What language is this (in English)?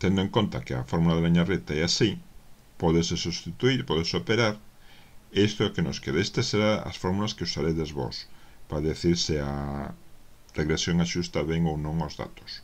Galician